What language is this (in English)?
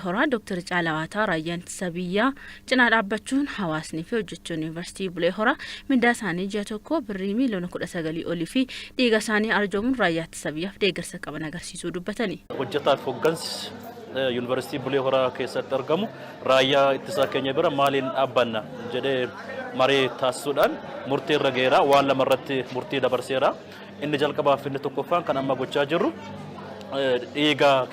Oromo